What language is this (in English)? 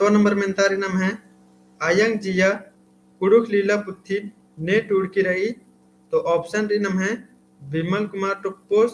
Kurukh